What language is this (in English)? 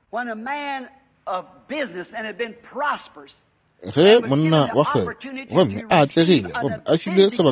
Northern Sotho